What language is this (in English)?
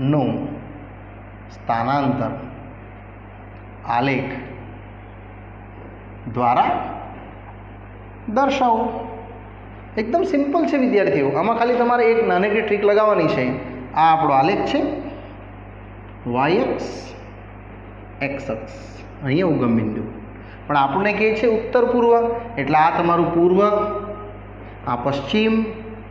Gujarati